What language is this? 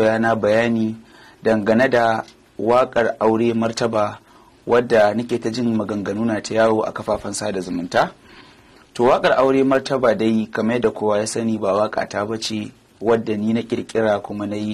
Hausa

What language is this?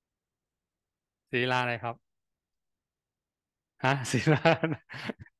Thai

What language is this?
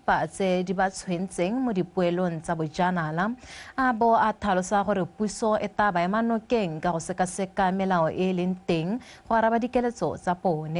Tswana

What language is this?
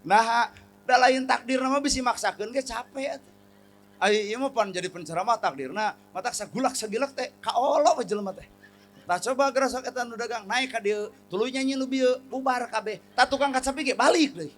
Sundanese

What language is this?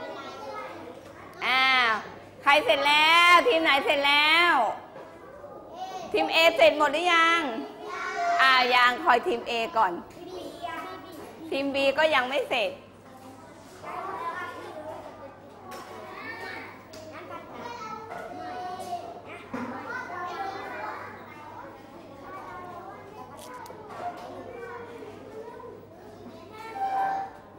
Thai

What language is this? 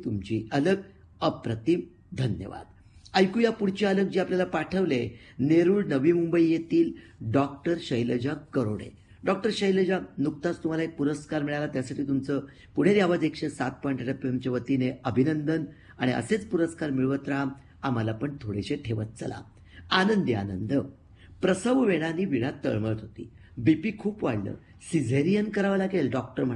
Marathi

